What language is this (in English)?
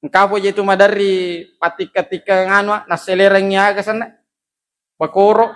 Buginese